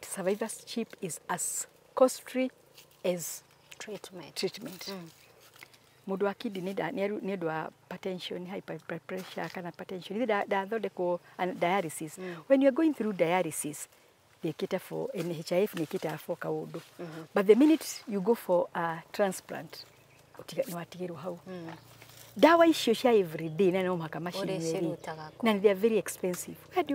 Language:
Kikuyu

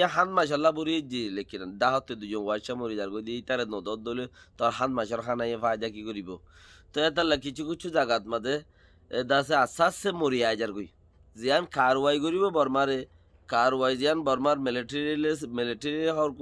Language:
Rohingya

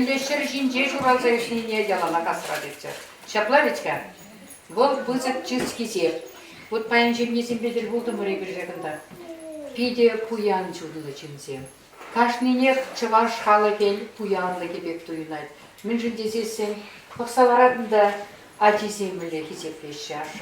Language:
Chuvash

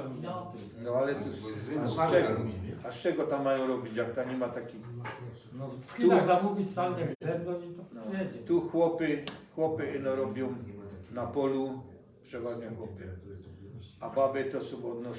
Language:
Silesian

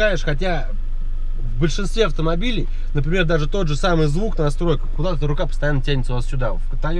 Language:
Russian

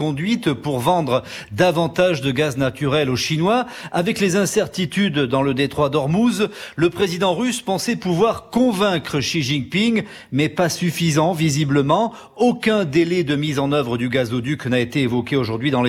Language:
French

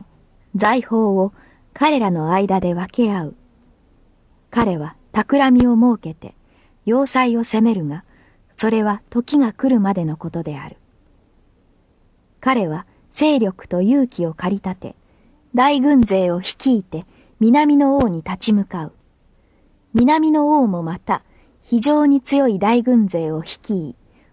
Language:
Japanese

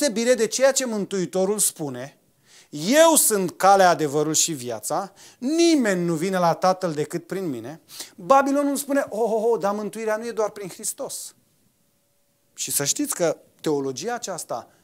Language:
Romanian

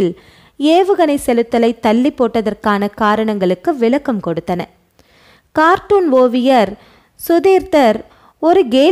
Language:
Tamil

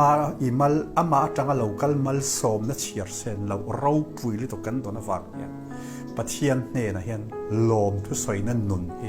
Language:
Mizo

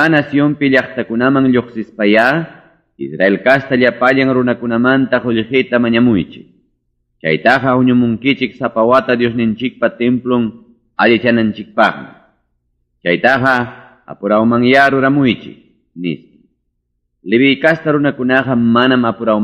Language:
Ayacucho Quechua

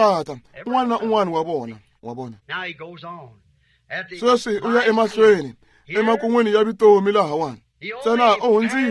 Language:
Tsonga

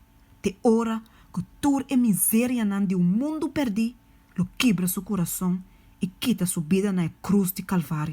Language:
Papiamento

